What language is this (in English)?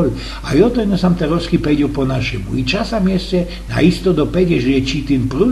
Silesian